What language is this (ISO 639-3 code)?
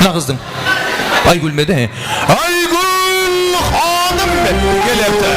kaa